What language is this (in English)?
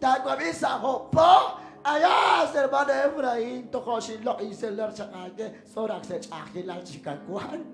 Kekchí